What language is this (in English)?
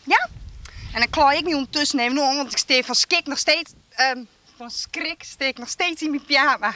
Western Frisian